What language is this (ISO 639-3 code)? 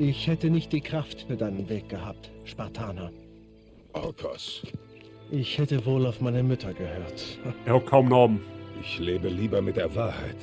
bar